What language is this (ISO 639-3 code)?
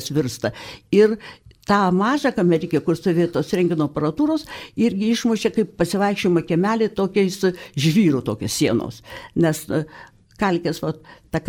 lit